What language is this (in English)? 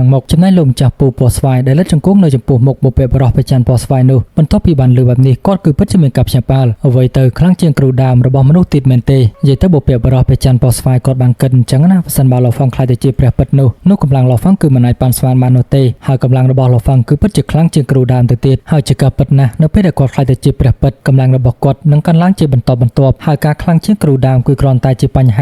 Khmer